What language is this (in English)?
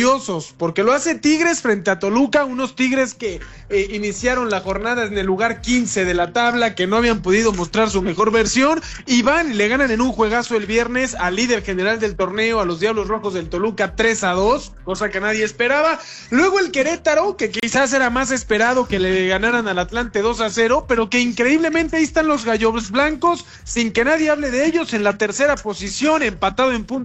Spanish